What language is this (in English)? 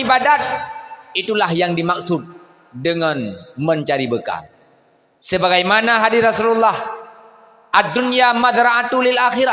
Achinese